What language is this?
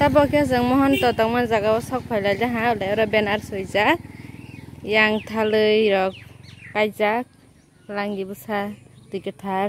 Kok Borok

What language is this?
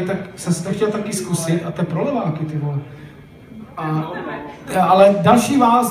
Czech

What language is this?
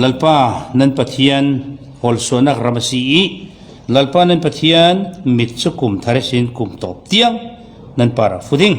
Falam Chin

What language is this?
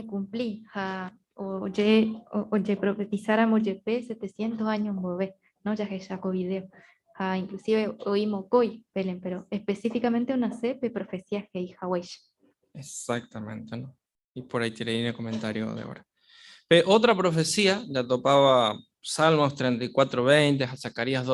Guarani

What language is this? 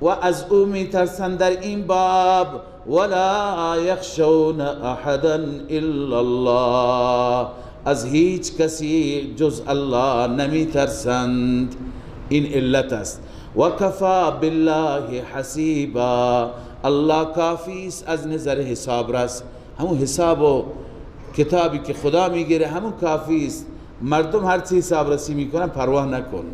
Persian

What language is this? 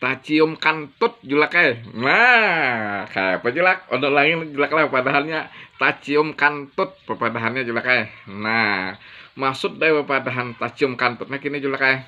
Banjar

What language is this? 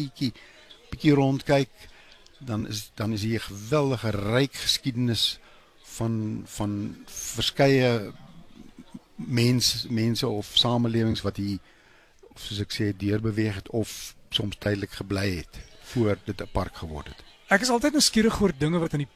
Afrikaans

